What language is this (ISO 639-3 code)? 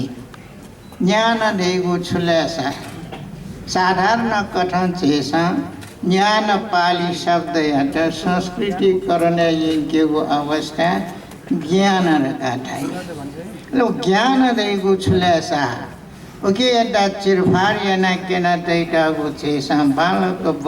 new